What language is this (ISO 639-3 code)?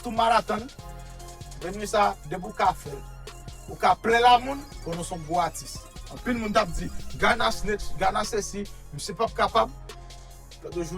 hat